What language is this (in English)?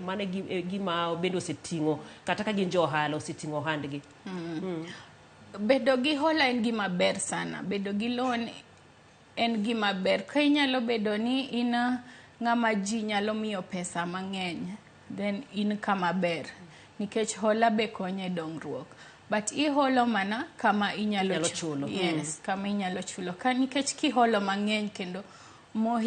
Luo (Kenya and Tanzania)